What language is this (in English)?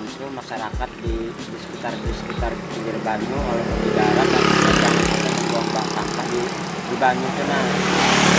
Banjar